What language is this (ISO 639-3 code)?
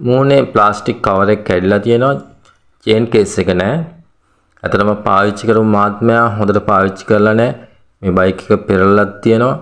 sin